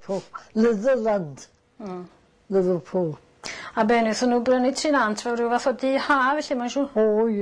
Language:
Welsh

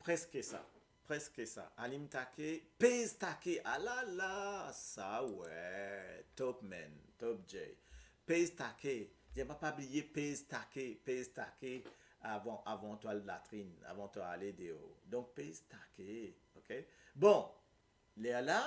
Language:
Morisyen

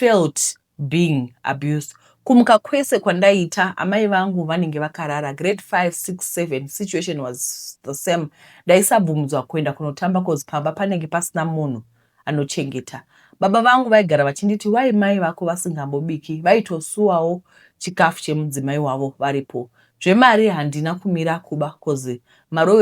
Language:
Shona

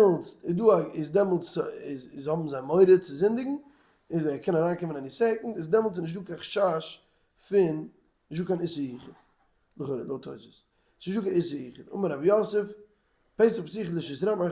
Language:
Yiddish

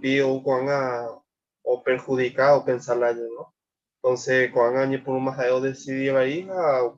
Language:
Guarani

